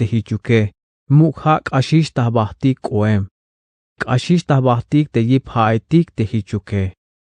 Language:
Tzeltal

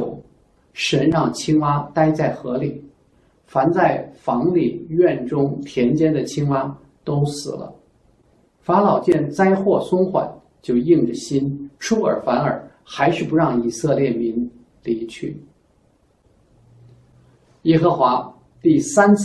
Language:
Chinese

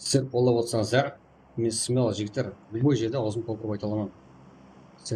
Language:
Kara-Kalpak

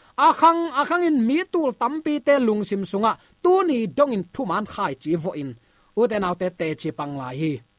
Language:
Tedim Chin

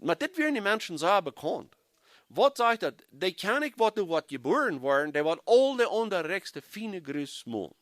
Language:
Plautdietsch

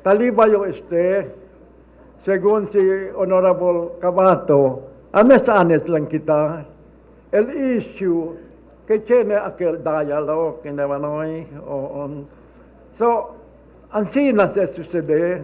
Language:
Chavacano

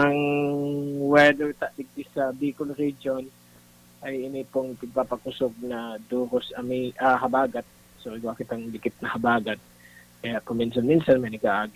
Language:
Bikol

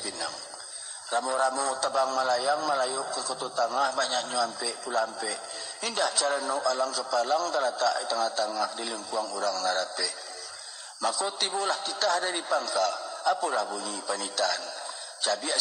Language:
Minangkabau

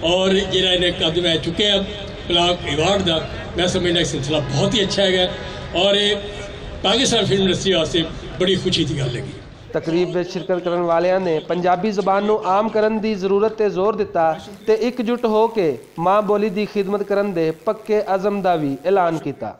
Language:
Western Panjabi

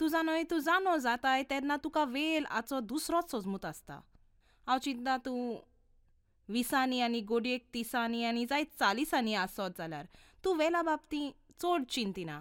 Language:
Konkani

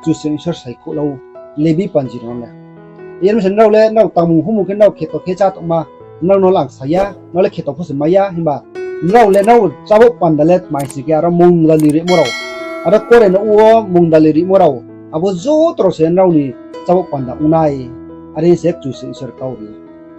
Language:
Riang (India)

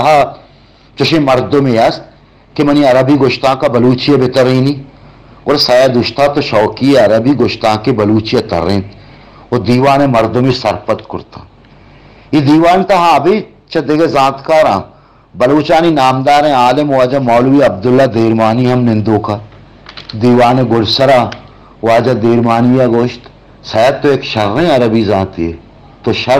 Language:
Baluchi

